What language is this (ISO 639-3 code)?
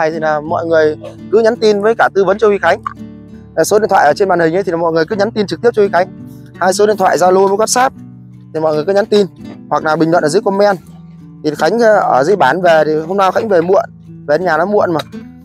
vie